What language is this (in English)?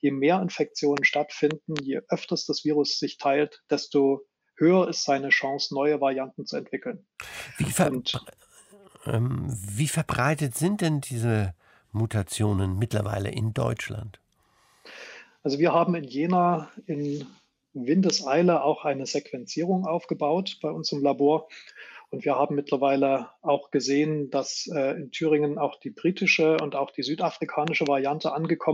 German